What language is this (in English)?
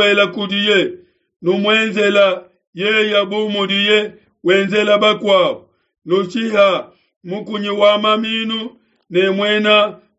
Luba-Lulua